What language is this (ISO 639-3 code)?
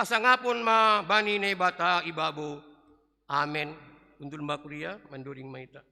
bts